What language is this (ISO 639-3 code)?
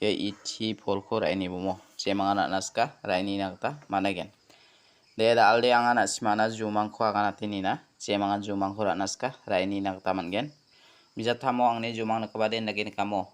grt